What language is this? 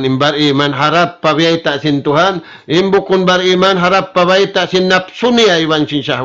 Tausug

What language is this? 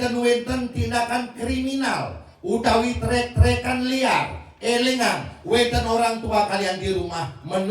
Balinese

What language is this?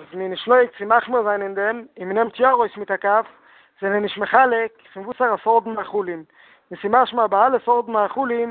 Yiddish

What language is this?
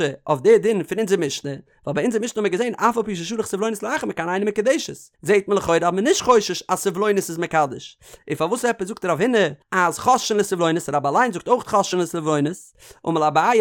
Yiddish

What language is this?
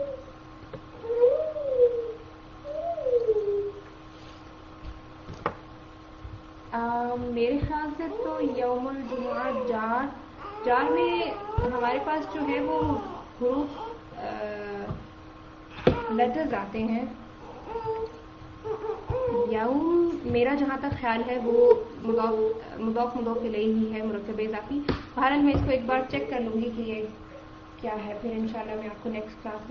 Urdu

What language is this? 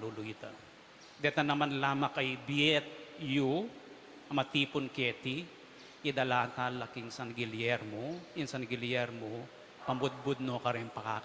Pampanga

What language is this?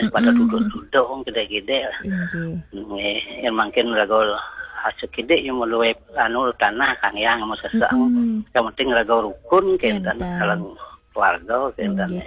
Balinese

